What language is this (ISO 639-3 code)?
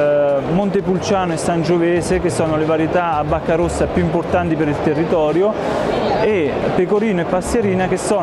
ita